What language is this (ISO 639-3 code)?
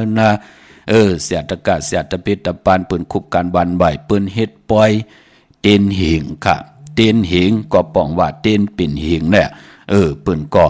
shn